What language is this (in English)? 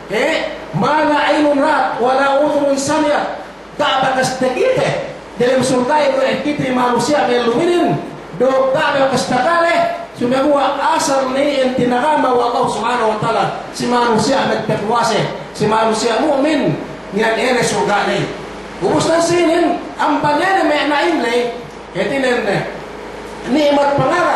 Yakan